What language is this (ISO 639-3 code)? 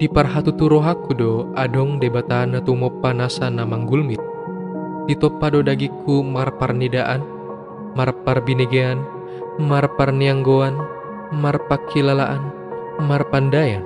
bbc